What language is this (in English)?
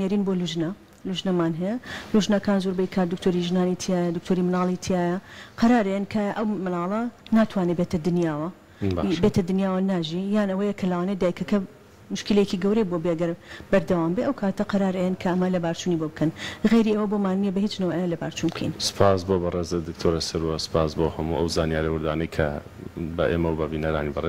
Central Kurdish